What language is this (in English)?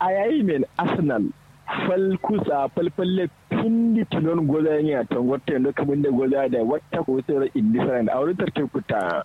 Kanuri